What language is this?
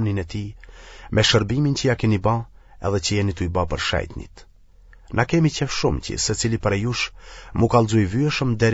Albanian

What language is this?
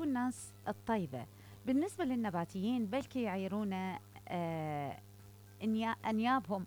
Mesopotamian Arabic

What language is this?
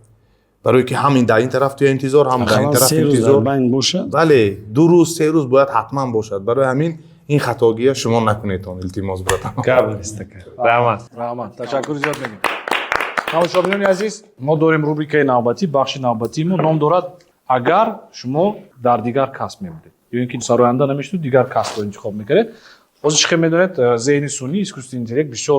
Tajik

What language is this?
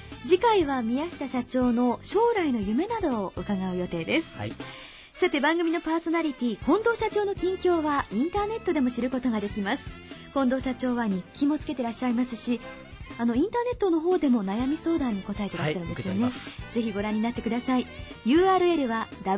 Japanese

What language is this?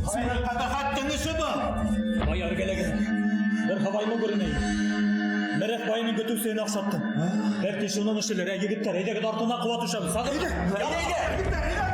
Bashkir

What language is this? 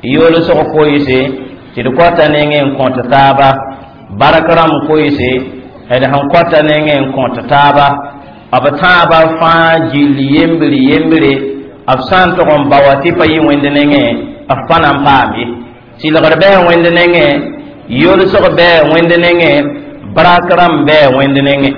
Mossi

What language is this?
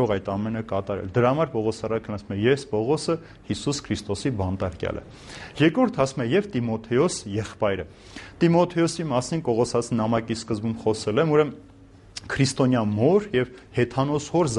Armenian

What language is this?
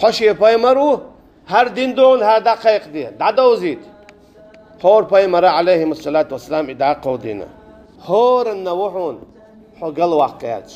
Chechen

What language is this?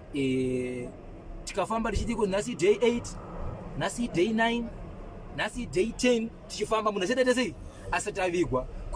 Shona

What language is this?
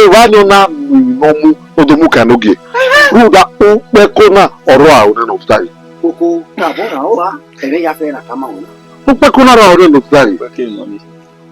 Bini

